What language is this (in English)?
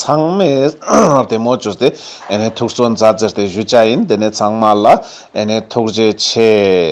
Ladakhi